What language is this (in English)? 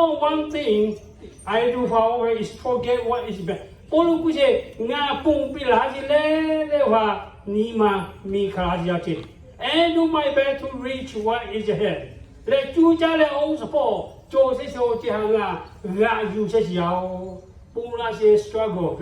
Lahu